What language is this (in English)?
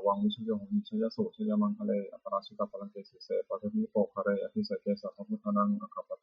Pali